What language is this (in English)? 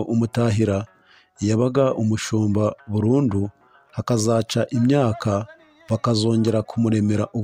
Kinyarwanda